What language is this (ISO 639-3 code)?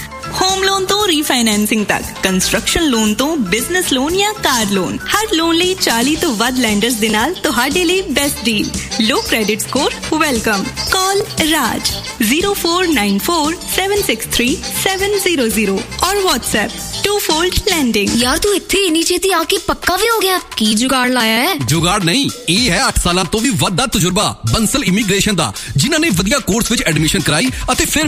pan